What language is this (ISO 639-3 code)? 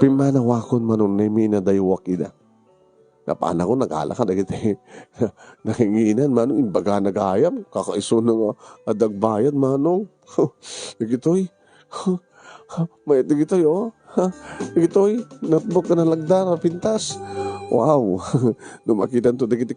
ilo